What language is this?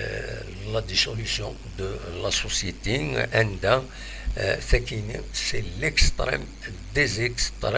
Kabyle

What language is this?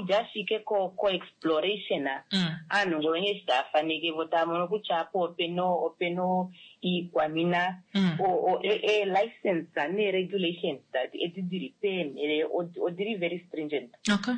Kuanyama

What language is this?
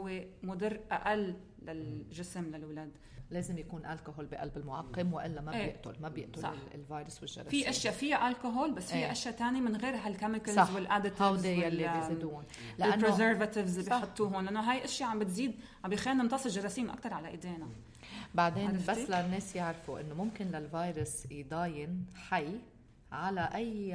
North Levantine Arabic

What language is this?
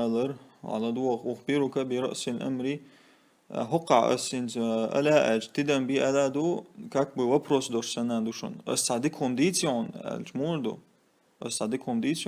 Chechen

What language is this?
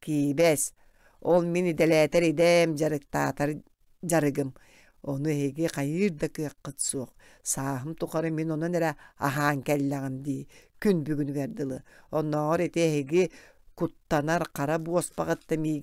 Yakut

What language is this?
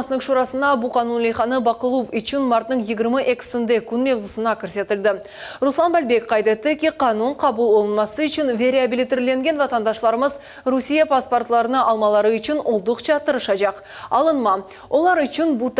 Crimean Tatar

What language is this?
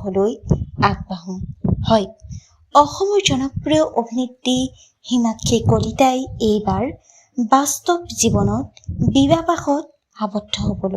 Assamese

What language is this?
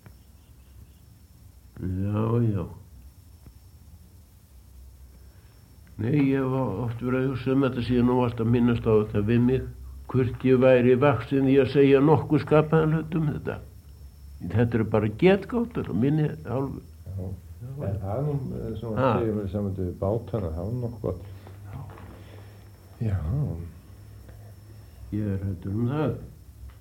Icelandic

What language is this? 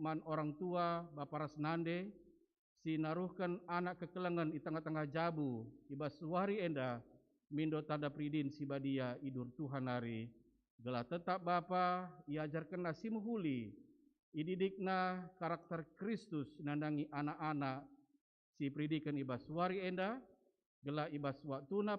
Batak Karo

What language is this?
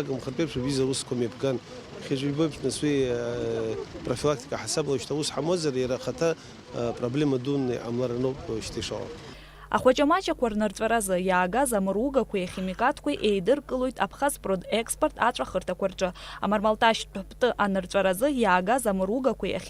Abkhazian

